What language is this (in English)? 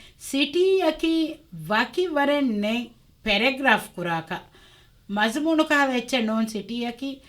Divehi